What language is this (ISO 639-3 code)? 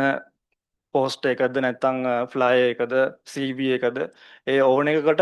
sin